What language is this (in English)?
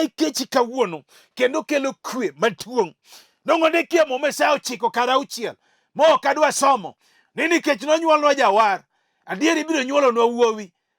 Luo (Kenya and Tanzania)